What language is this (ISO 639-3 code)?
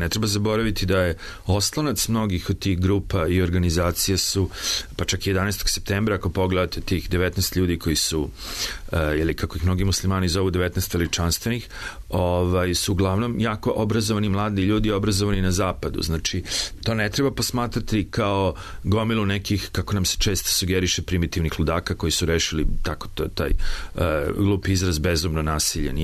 srp